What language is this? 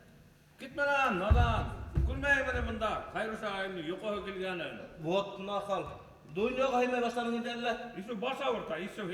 Bashkir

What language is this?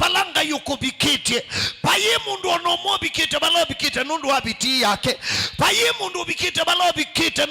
Kamba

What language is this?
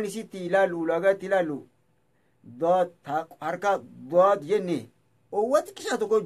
Oromo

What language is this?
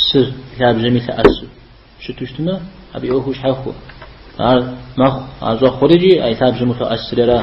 Kabardian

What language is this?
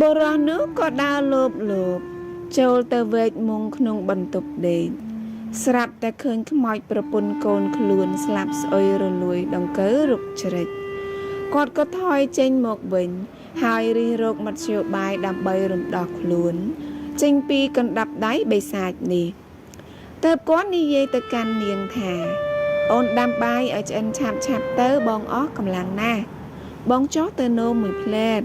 Khmer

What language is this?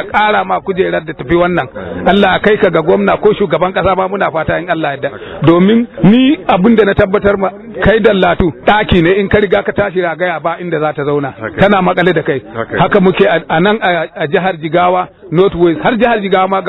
Hausa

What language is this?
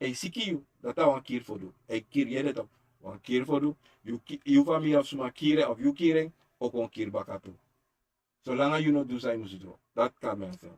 Sranan Tongo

